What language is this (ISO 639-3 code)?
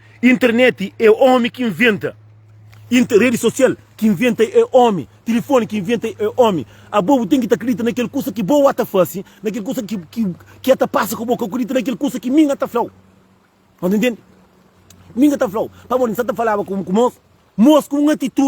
kea